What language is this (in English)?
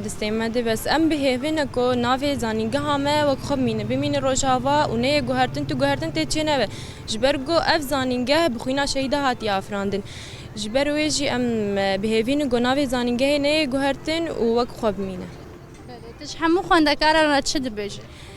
Kurdish